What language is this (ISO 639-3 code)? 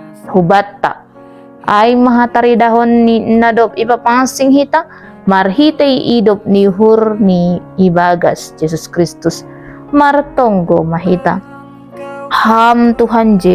bts